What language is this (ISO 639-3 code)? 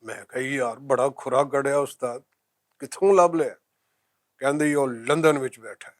lah